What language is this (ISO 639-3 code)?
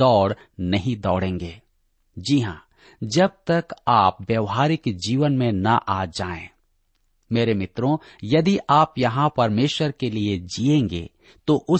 hin